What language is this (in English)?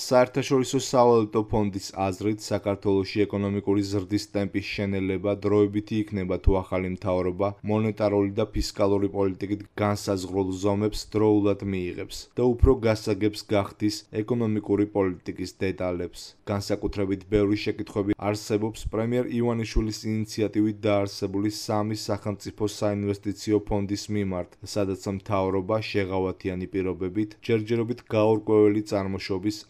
Georgian